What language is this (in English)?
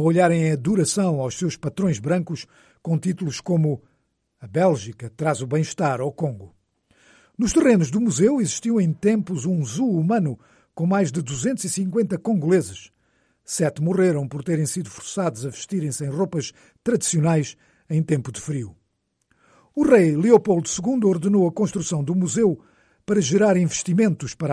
Portuguese